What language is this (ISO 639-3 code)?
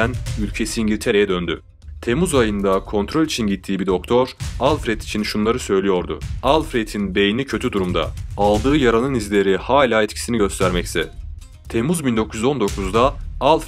tur